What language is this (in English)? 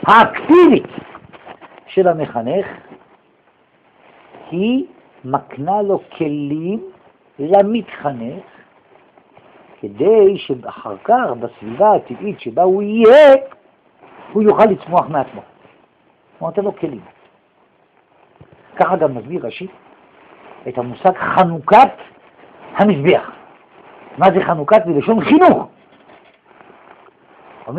Hebrew